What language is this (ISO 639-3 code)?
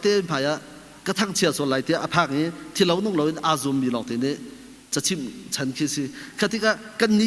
cnh